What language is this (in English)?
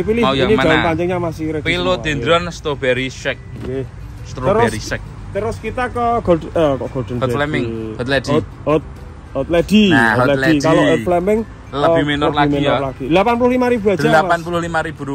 Indonesian